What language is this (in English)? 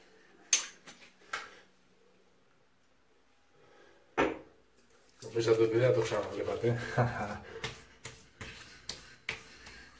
Greek